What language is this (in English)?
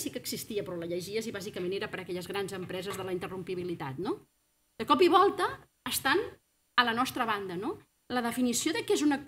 Catalan